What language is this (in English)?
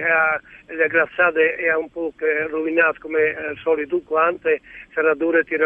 Friulian